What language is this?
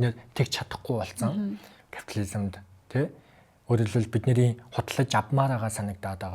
Mongolian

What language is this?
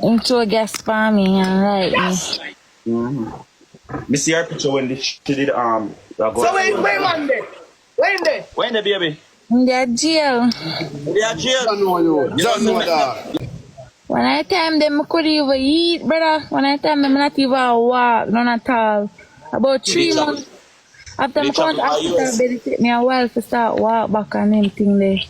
Jamaican Creole English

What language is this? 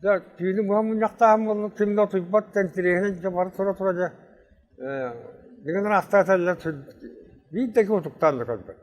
Yakut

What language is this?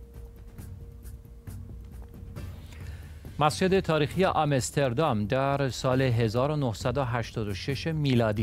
Persian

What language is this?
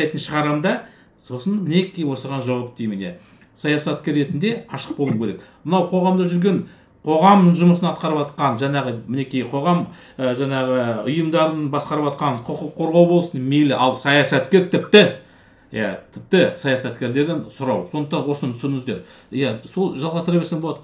Kazakh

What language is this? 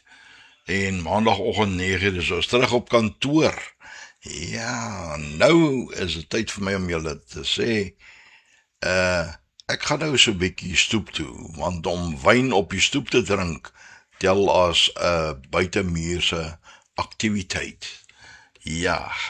Afrikaans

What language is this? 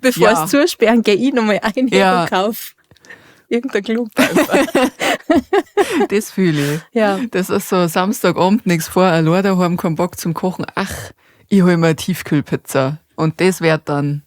Bavarian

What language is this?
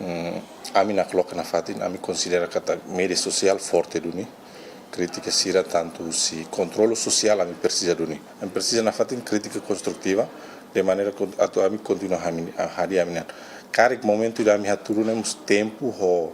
Tetum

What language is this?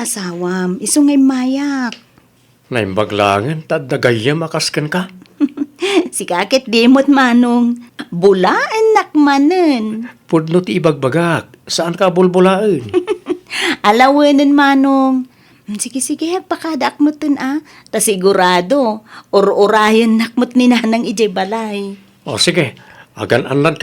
Iloko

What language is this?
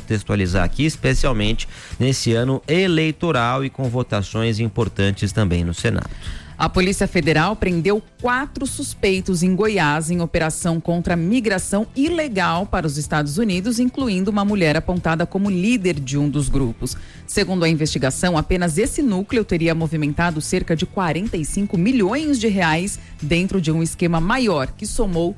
Portuguese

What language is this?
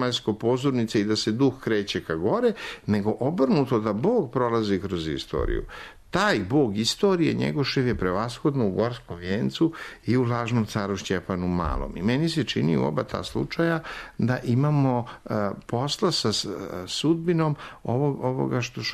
Serbian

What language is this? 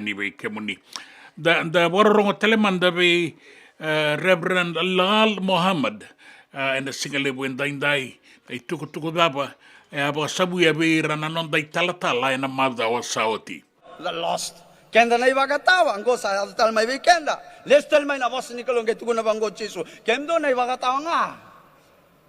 Fijian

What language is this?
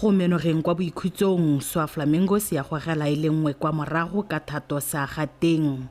Tswana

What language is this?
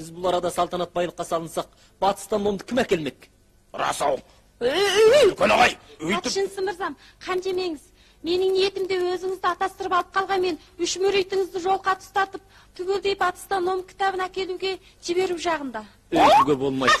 Kazakh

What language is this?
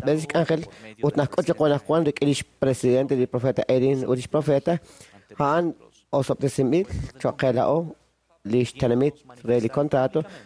Kekchí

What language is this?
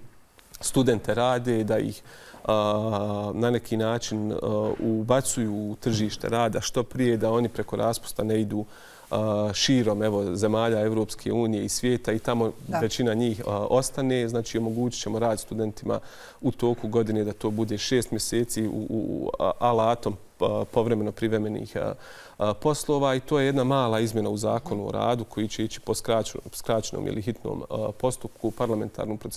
Bosnian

